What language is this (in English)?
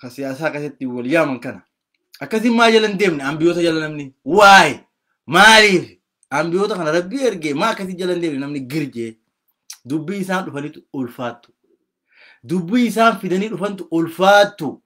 Oromo